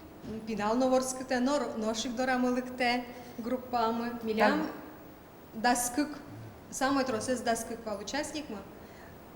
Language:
Udmurt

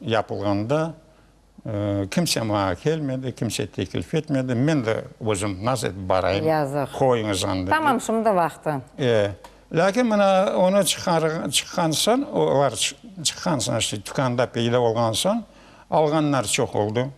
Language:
Crimean Tatar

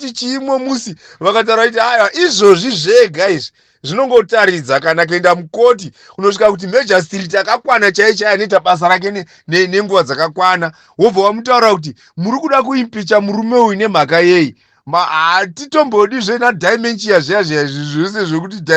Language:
Shona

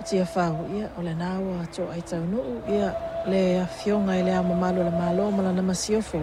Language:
Samoan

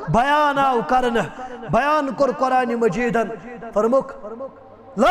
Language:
Kashmiri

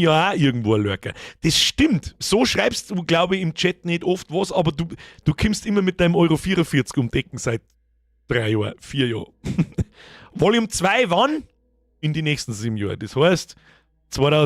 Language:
Bavarian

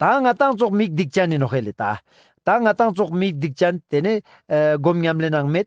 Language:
Ladakhi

